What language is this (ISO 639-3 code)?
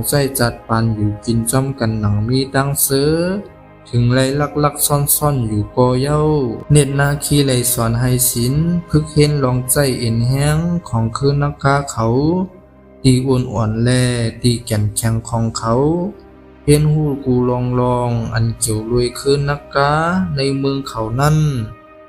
shn